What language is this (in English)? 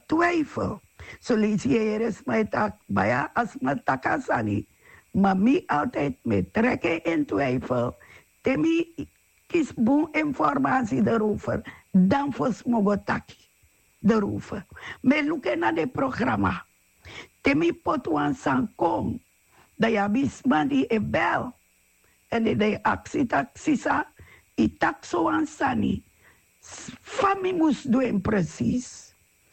Sranan Tongo